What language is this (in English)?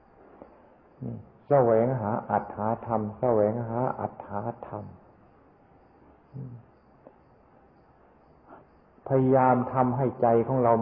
Thai